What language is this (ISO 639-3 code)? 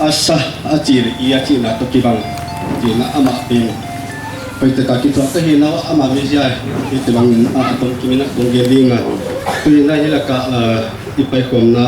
pck